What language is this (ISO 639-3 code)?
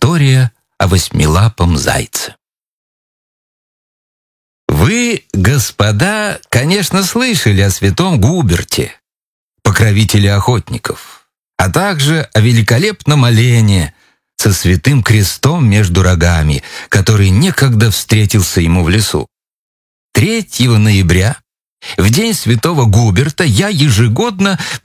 rus